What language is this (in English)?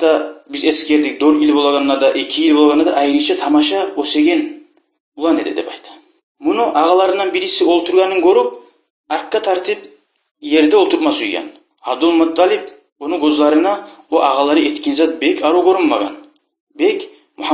Kumyk